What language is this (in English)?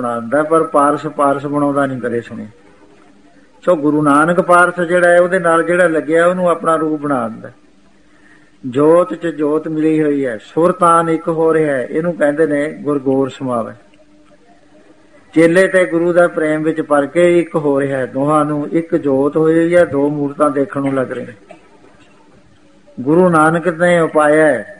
Punjabi